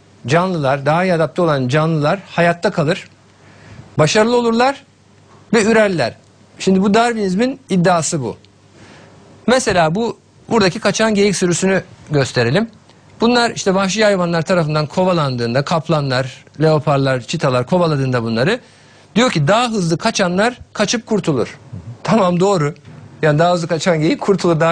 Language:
Turkish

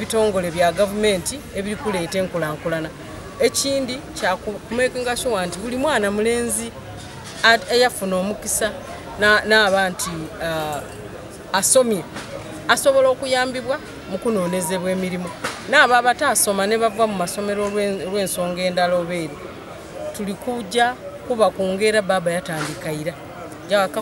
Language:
Soga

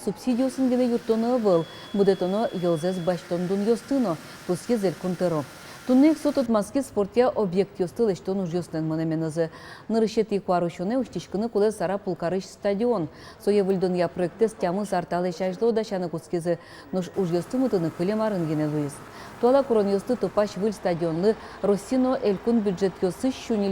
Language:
Udmurt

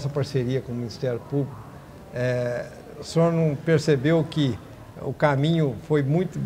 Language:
Portuguese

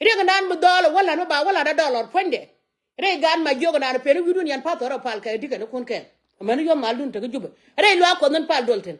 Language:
Nuer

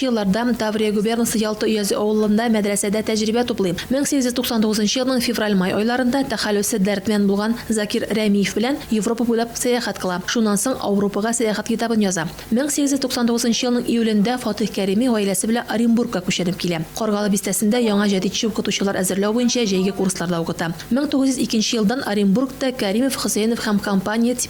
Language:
Tatar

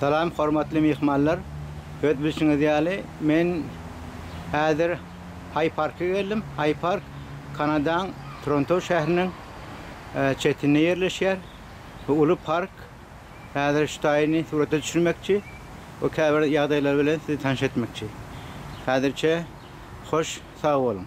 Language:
Turkmen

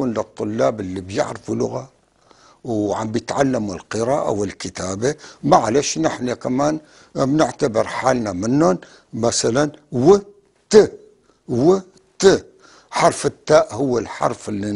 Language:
North Levantine Arabic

